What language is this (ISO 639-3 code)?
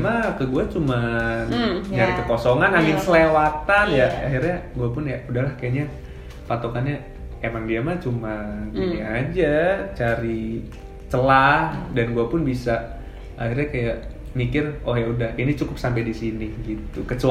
ind